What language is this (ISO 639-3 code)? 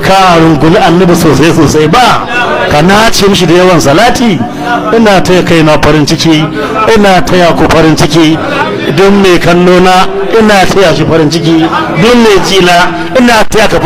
hau